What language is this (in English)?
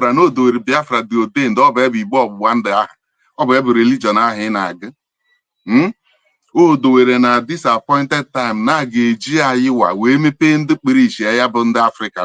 Igbo